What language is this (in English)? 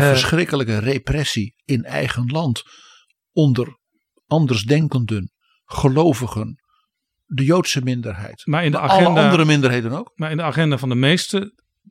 Dutch